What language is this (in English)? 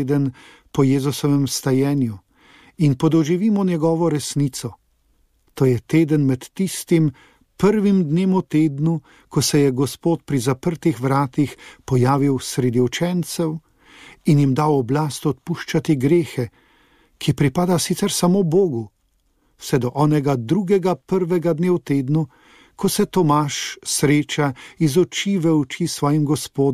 Slovenian